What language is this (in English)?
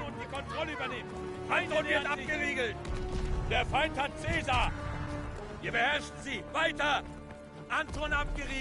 Swiss German